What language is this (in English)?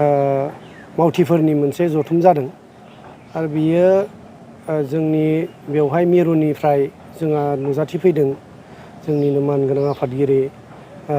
Bodo